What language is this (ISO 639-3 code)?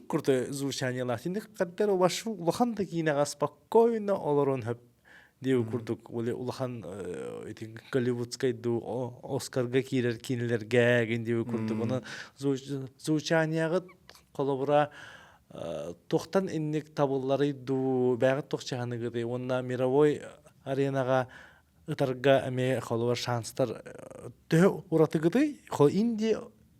sah